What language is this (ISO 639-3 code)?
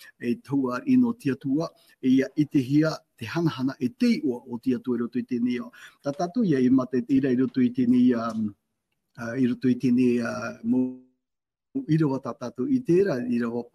tah